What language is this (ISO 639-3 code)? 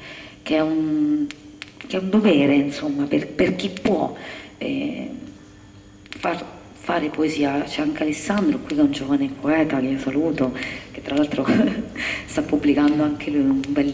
ita